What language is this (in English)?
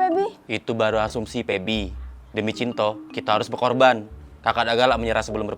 Musi